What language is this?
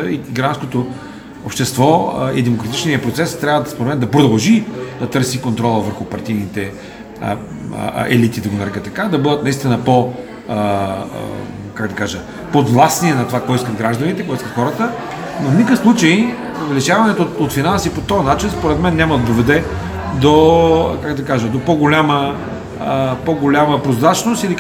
Bulgarian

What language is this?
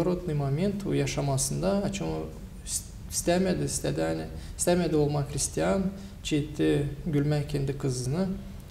Gagauz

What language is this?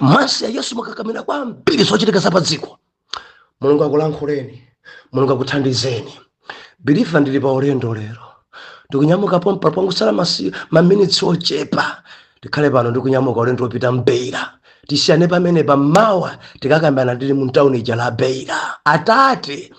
Nyanja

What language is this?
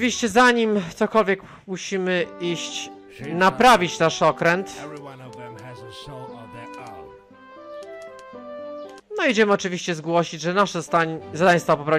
Polish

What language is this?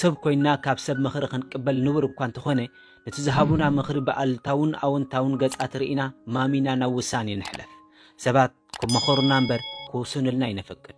Tigrinya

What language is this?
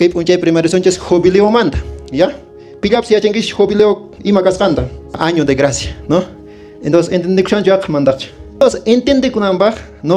Quechua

